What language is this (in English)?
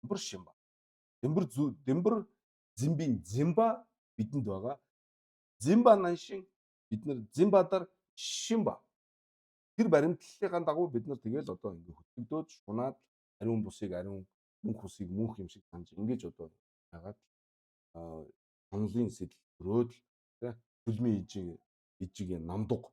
Mongolian